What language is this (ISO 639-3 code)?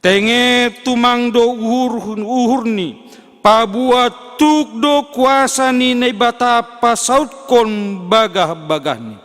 bts